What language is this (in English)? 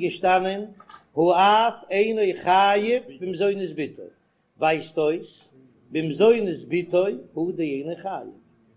Yiddish